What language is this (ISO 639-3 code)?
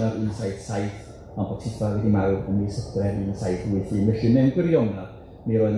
cym